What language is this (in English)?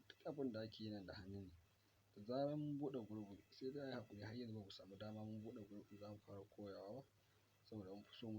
Hausa